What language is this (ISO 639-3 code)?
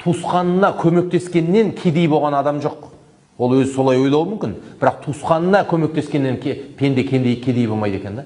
kaz